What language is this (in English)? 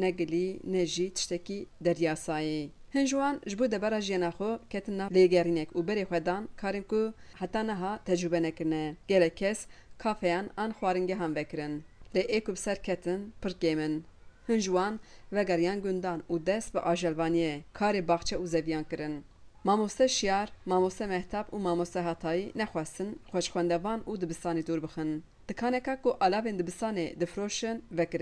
Kurdish